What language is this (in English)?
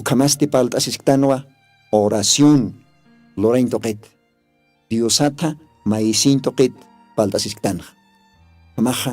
Aymara